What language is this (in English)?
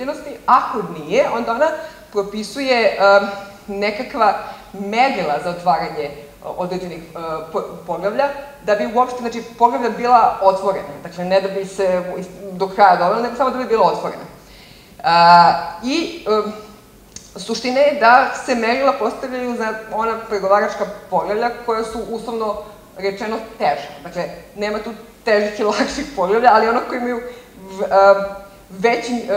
Serbian